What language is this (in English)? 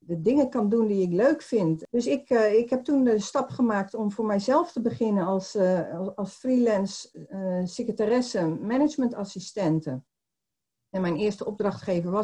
Dutch